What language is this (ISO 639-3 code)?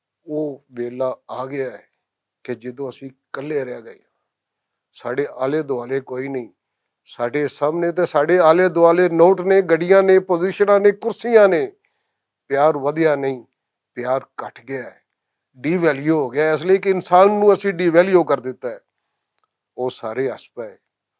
lah